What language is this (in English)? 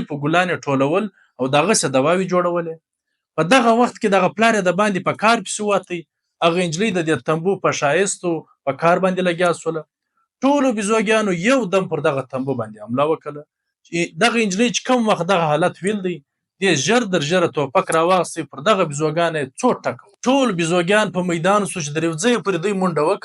Pashto